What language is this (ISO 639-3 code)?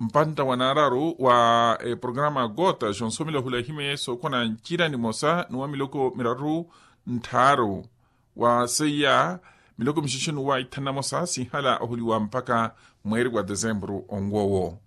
vmw